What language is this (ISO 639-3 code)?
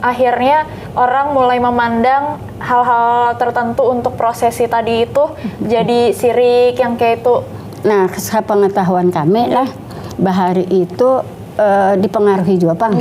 bjn